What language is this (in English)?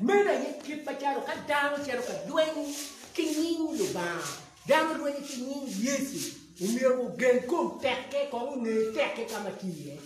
Acoli